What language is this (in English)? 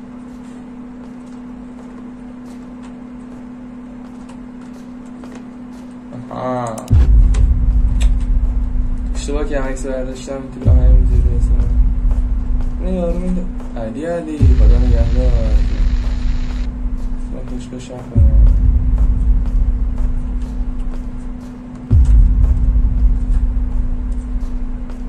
Persian